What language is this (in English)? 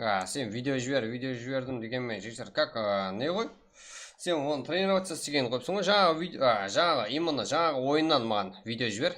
Kara-Kalpak